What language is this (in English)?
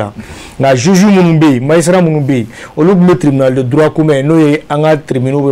Bambara